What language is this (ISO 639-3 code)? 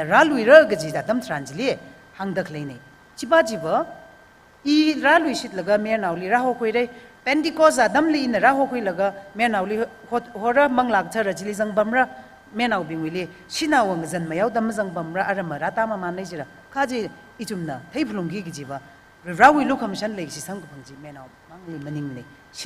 nmf